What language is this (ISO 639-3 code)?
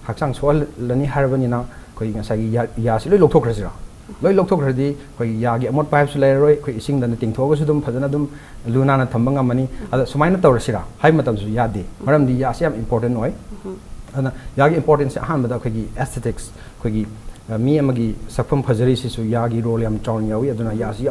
mni